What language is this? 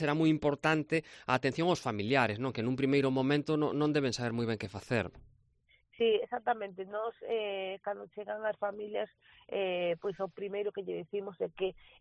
Galician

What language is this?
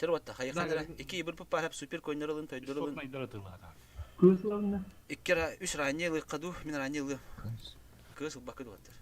Yakut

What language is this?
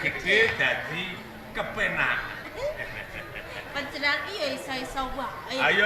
Javanese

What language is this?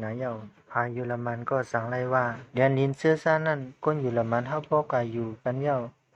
Shan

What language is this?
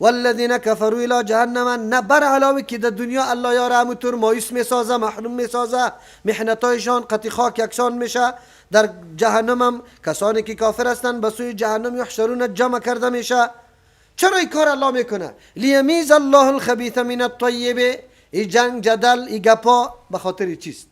Persian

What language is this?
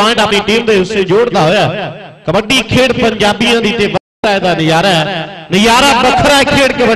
Punjabi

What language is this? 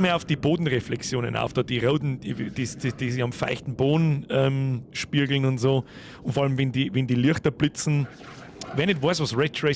Bavarian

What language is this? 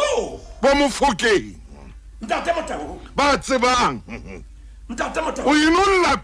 Southern Sotho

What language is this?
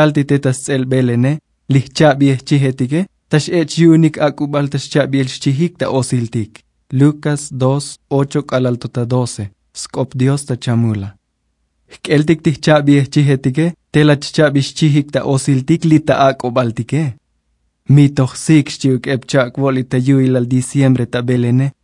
Tzotzil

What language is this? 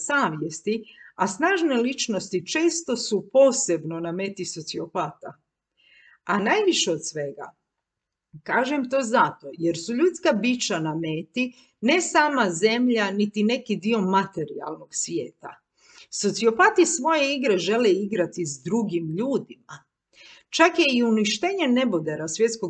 Croatian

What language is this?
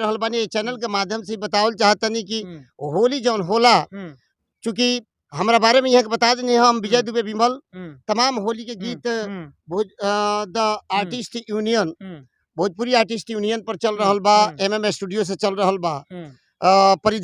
Bhojpuri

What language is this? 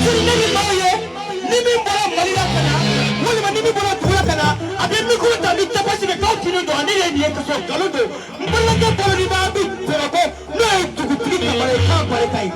Bambara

